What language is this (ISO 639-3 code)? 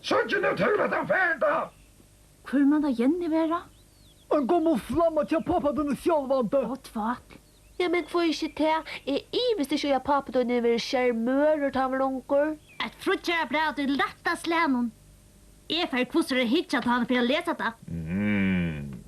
fao